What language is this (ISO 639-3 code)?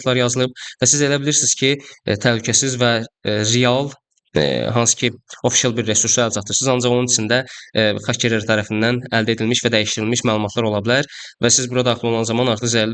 aze